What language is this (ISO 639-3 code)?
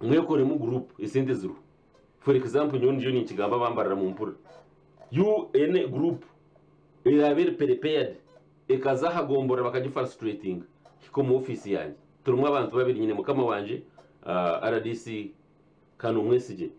nyn